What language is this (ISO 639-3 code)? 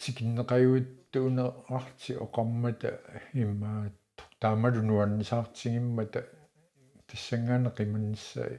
kal